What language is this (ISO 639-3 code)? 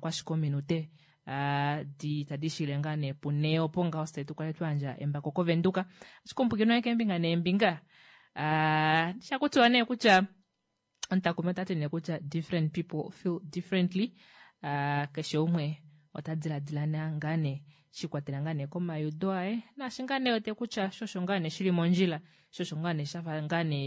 kua